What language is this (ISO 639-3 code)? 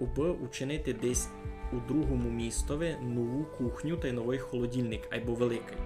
rue